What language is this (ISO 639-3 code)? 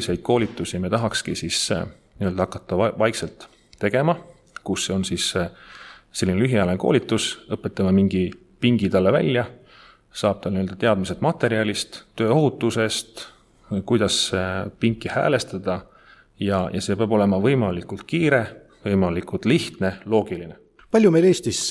est